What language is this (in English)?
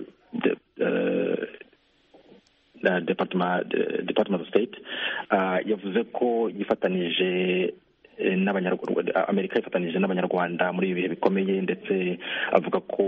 Kinyarwanda